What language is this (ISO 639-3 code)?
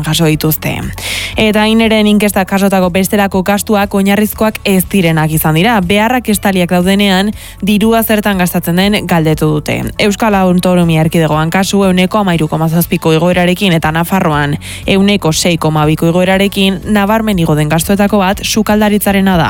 eus